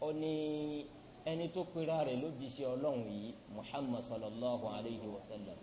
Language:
Yoruba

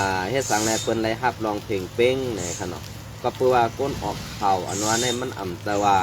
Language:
Shan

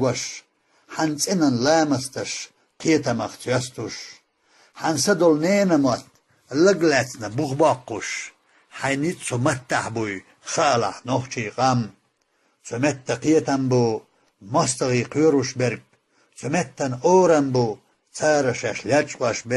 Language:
Chechen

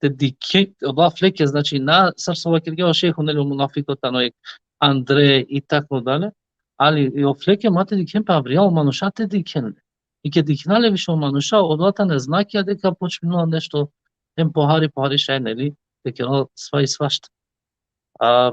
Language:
Balkan Romani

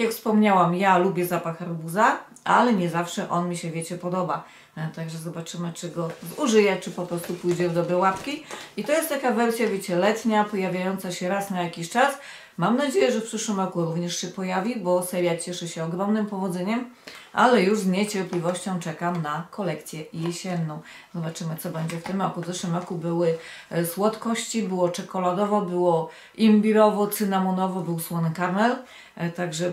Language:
Polish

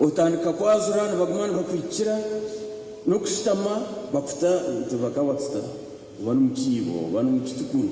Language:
Nyankole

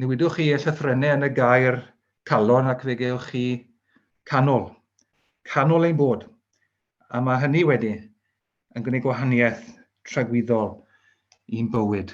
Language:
Welsh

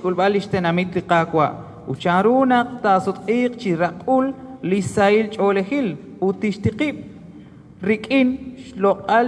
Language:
Kekchí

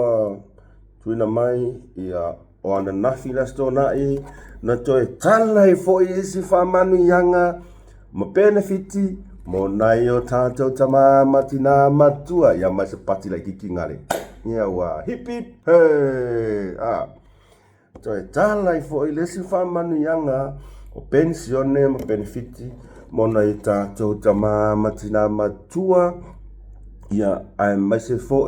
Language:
Samoan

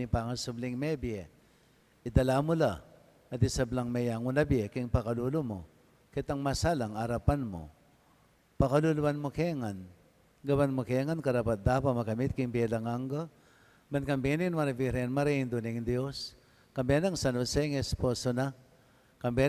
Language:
Pampanga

